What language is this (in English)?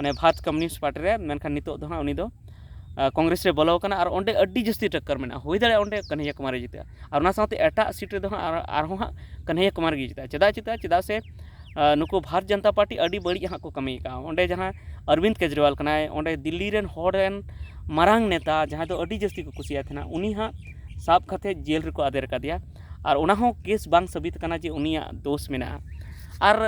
Santali